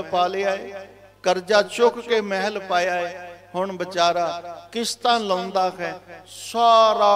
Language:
Punjabi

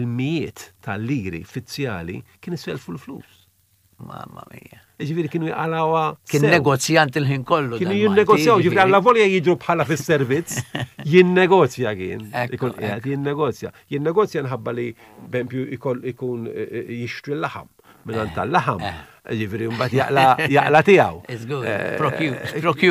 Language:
Maltese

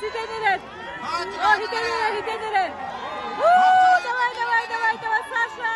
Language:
Yakut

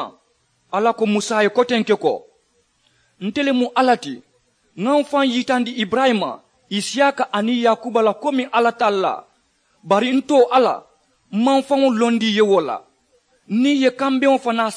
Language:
Mandingo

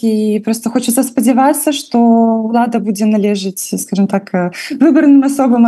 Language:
Belarusian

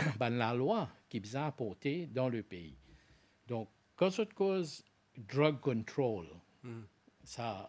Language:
Morisyen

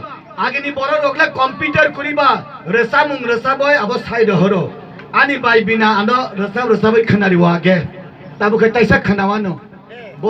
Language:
Kok Borok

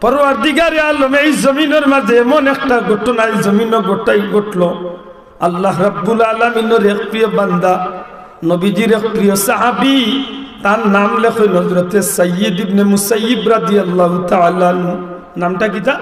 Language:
Sylheti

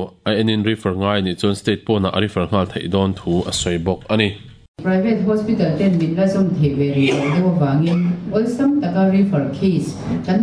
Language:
Mizo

